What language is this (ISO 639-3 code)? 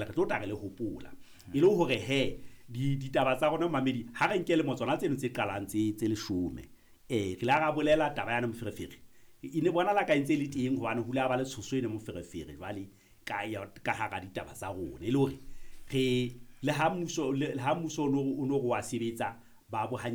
sot